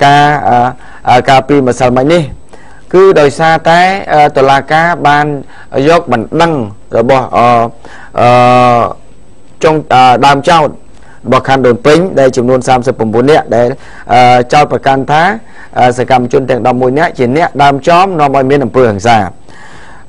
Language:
Khmer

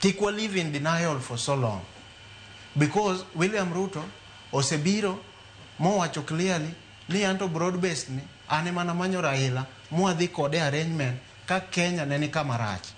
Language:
Luo (Kenya and Tanzania)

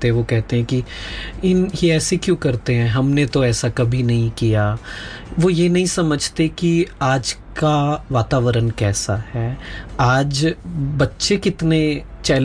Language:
Hindi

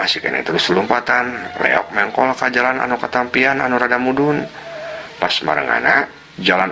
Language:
Sundanese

